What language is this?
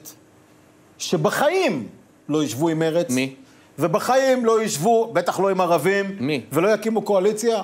Hebrew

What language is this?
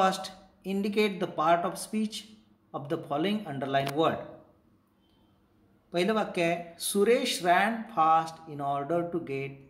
Marathi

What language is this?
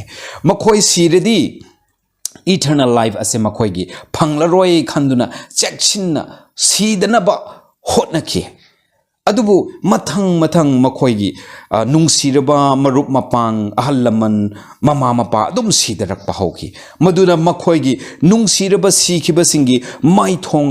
Manipuri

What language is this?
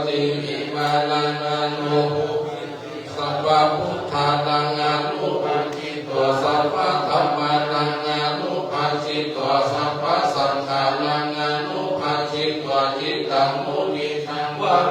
Pali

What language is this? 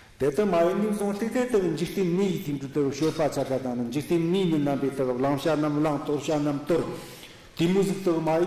Tibetan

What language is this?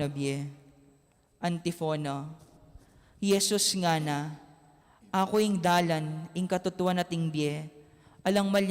Pampanga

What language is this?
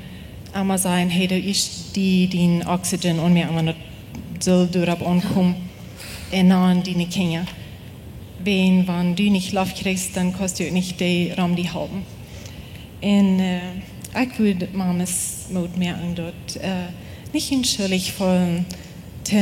Plautdietsch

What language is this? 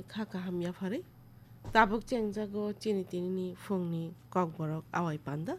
Kok Borok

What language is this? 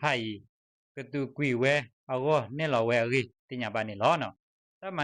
S'gaw Karen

